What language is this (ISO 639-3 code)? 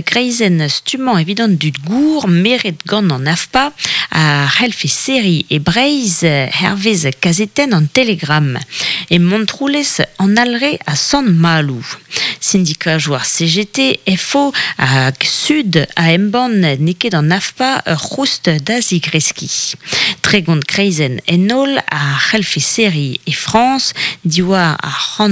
bre